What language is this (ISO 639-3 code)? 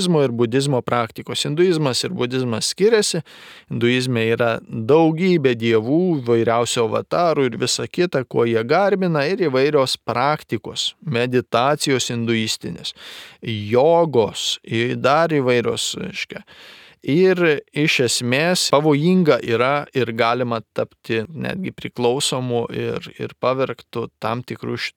lit